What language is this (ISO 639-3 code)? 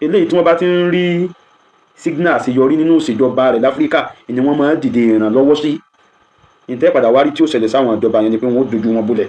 yor